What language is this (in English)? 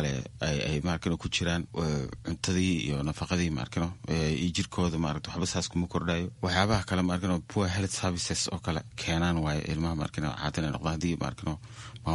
Somali